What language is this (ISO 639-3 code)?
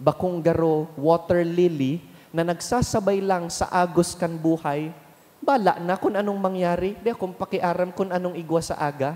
bik